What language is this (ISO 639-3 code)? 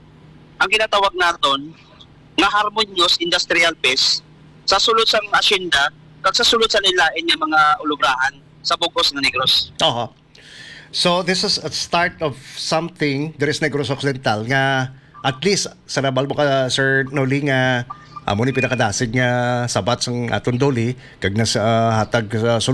hil